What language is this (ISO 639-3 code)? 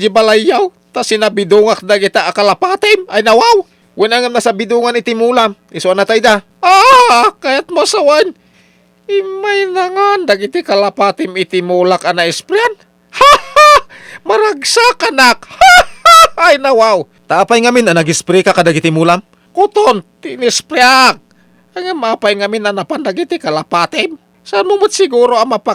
ilo